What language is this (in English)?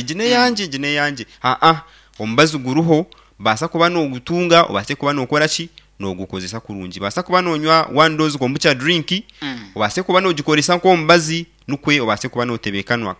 Nyankole